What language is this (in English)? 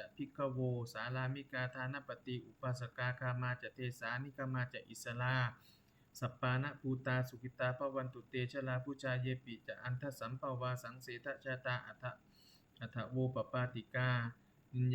Pali